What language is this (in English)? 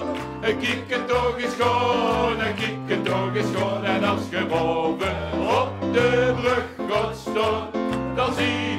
Limburgish